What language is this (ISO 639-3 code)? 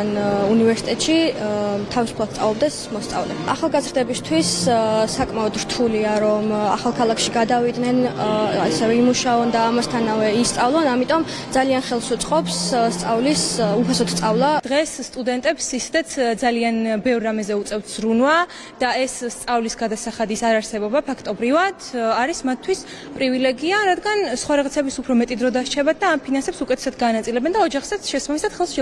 kat